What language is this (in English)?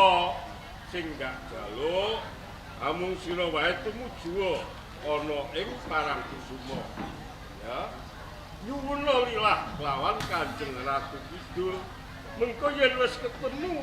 Javanese